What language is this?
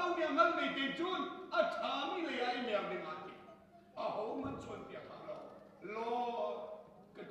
Hakha Chin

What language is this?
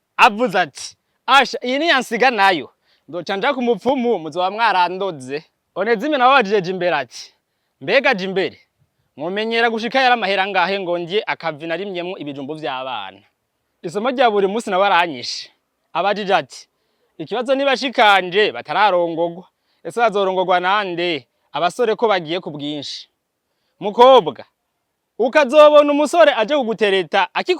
Rundi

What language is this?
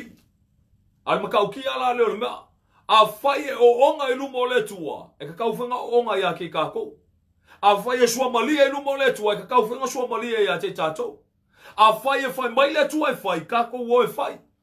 Samoan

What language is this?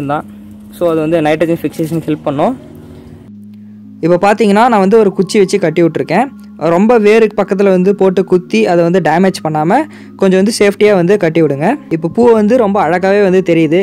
Tamil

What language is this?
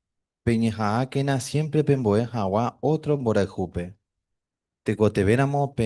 Guarani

